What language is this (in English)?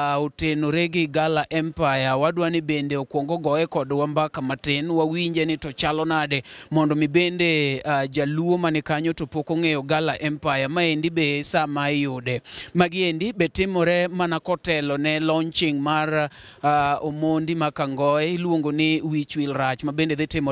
Luo (Kenya and Tanzania)